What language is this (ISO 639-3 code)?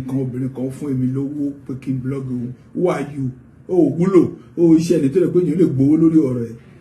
yor